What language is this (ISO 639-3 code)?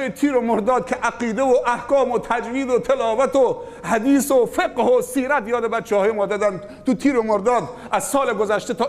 fas